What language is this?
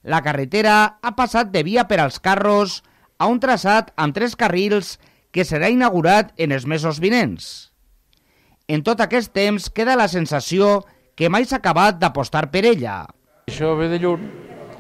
Catalan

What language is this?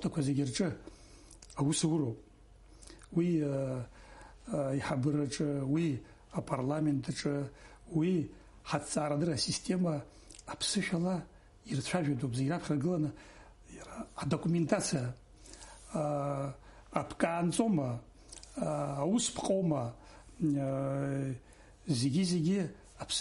Abkhazian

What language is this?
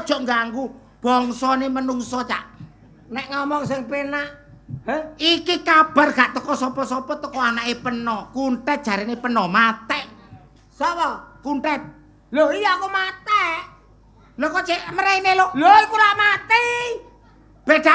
Javanese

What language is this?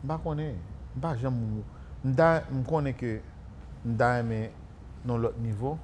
Haitian Creole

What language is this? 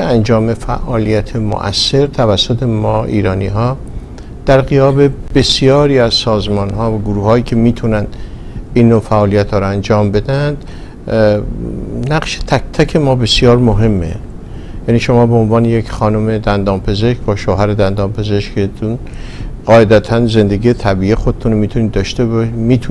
Persian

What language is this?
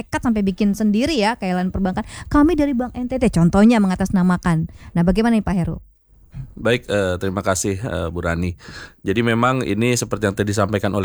Indonesian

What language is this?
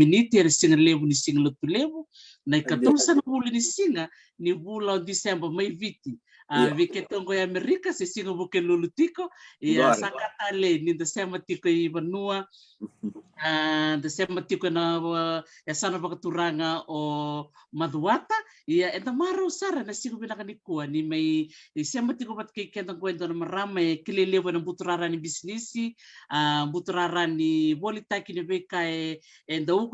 Fijian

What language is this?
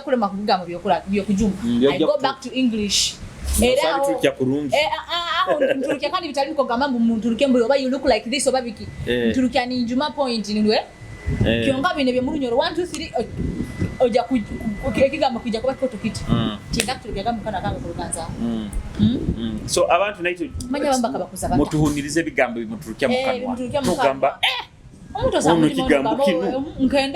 Nyoro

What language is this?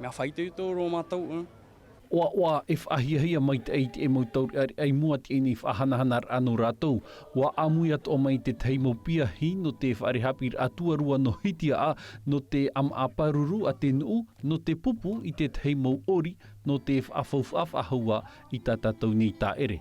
Tahitian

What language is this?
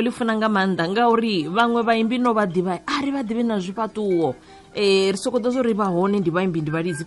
Venda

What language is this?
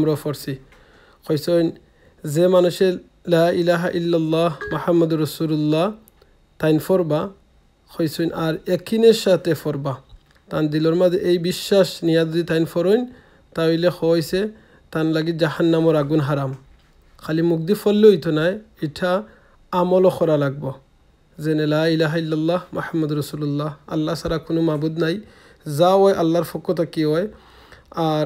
Sylheti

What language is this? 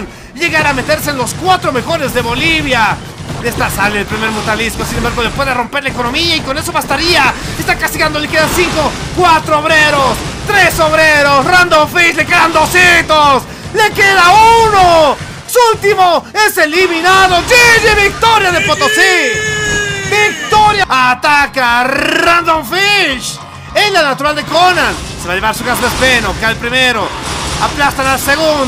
Spanish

